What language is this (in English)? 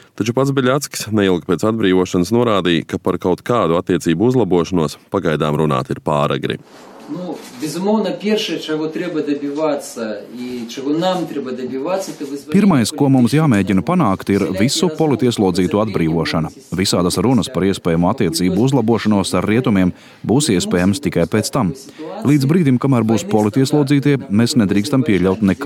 Latvian